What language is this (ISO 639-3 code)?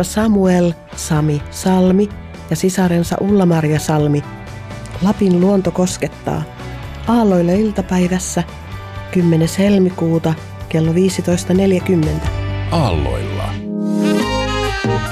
fin